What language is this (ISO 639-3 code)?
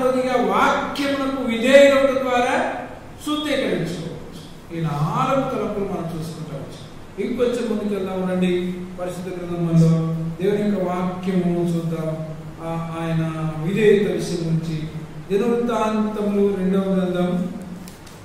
tel